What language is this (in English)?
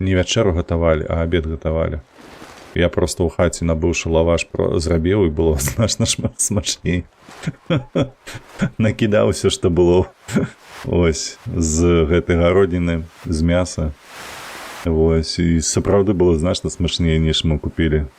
Belarusian